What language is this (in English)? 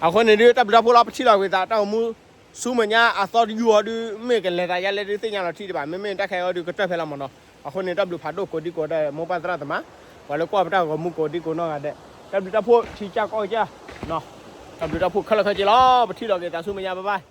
S'gaw Karen